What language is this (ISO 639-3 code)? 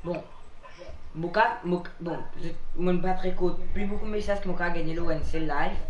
mfe